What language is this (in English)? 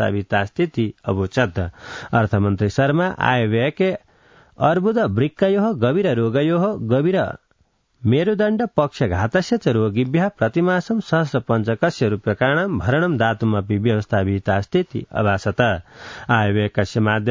Sanskrit